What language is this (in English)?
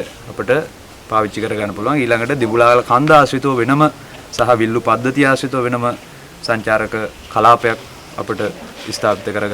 Sinhala